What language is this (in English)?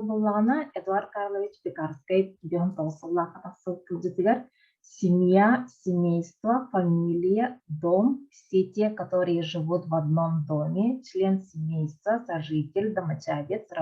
Yakut